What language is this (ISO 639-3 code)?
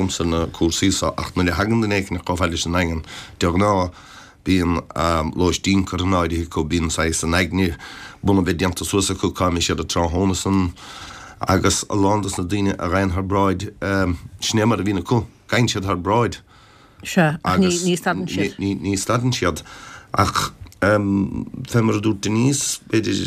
gle